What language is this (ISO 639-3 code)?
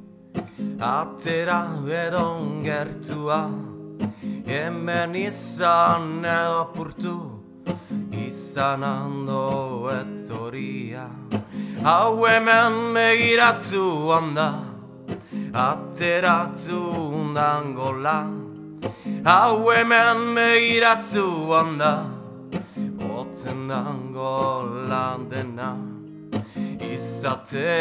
eus